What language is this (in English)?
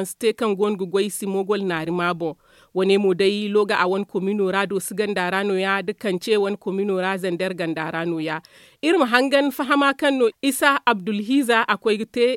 Zarma